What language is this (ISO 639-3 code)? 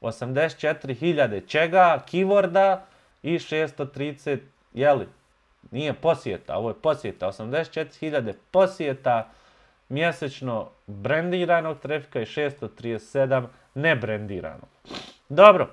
bos